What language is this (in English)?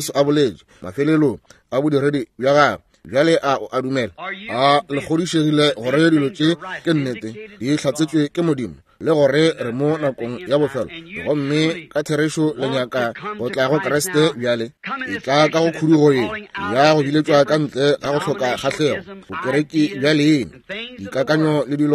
Northern Sotho